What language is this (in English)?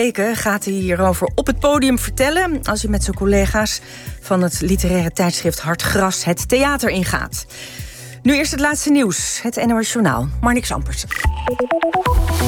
Dutch